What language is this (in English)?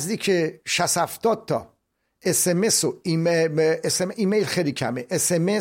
Persian